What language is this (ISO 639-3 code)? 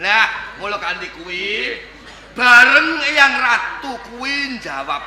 jav